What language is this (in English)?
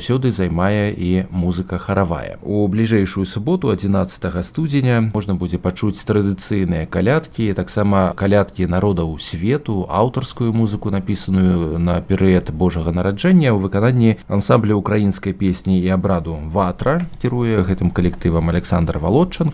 Belarusian